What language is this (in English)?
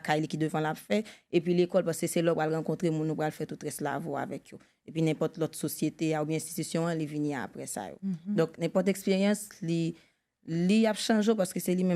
Haitian Creole